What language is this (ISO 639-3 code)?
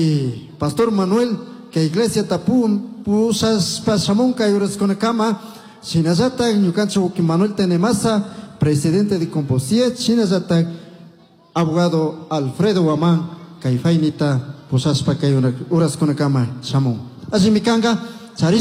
qug